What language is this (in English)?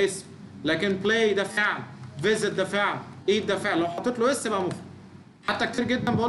Egyptian Arabic